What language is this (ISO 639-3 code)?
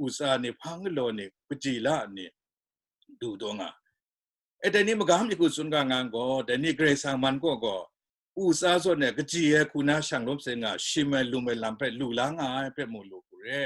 kac